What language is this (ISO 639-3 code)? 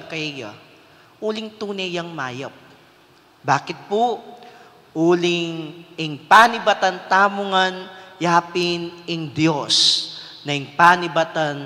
pam